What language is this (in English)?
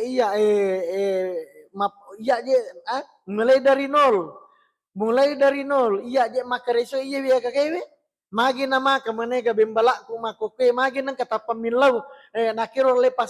Buginese